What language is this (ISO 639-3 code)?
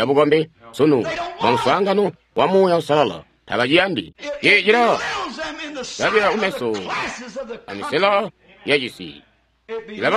toi